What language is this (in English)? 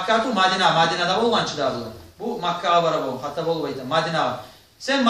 Kumyk